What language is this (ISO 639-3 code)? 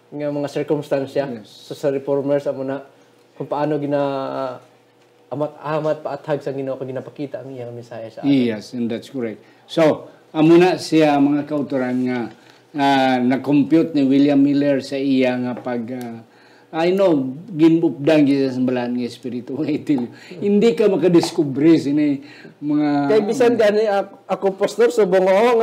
hil